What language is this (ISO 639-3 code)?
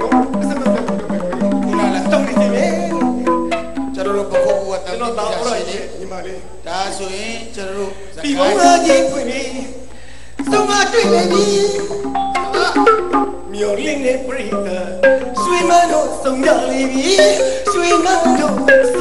mya